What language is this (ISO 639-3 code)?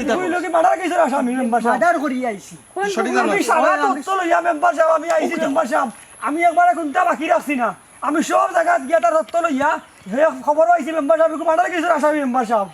syl